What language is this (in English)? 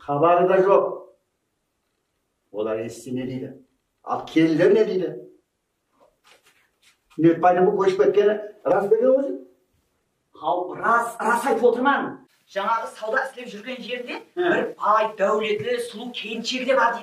Kazakh